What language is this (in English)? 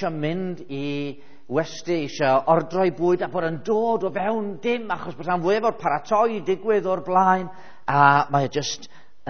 Welsh